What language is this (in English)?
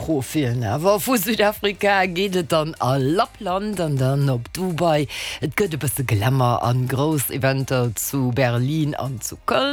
Luxembourgish